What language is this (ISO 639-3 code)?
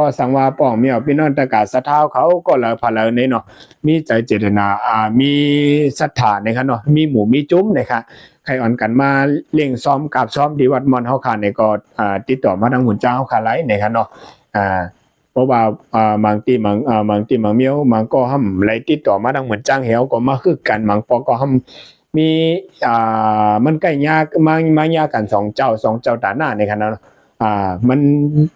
shn